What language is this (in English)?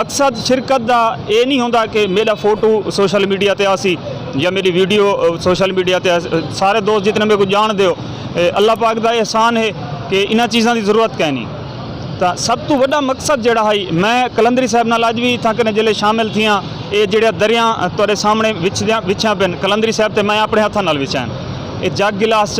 Saraiki